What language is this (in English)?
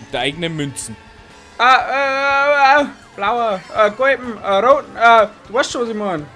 Bavarian